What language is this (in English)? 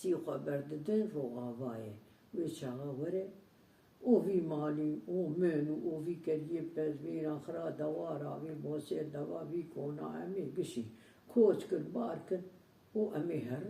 Kurdish